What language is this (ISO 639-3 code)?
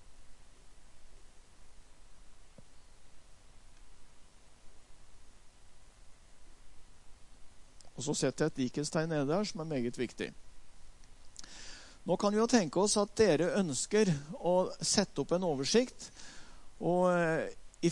nor